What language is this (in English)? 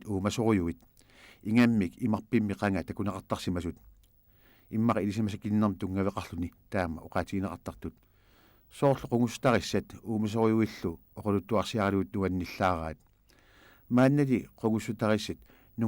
Kalaallisut